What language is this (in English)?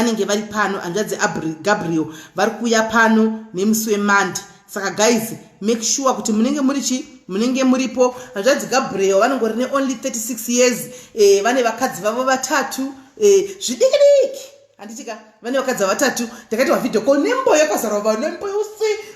Shona